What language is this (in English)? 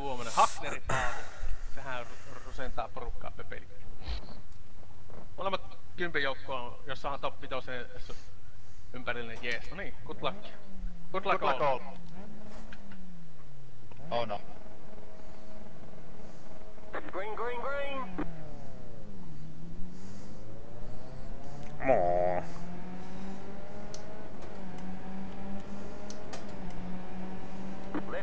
Finnish